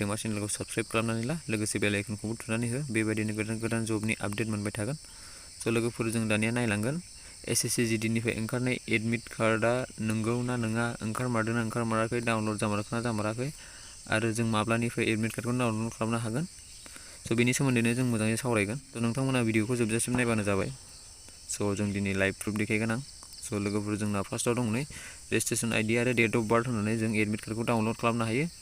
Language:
Bodo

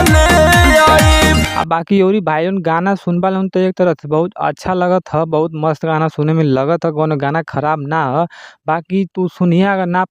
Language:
Bhojpuri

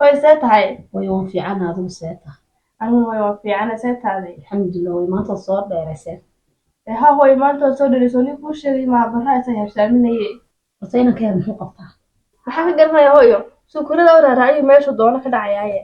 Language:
Somali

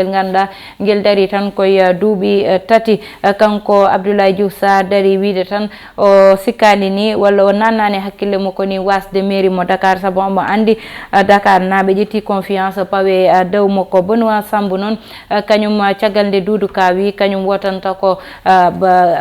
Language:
Fula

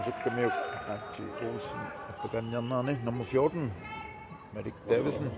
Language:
Kalaallisut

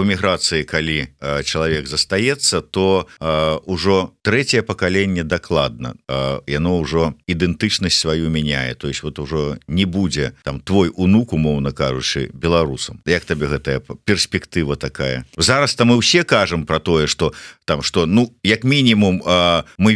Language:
Belarusian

